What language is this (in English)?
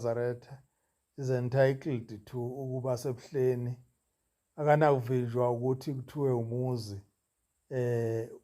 Zulu